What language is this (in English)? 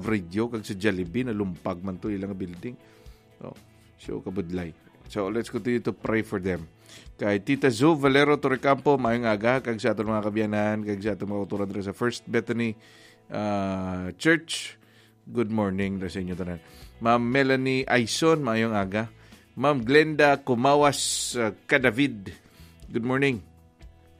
Hiligaynon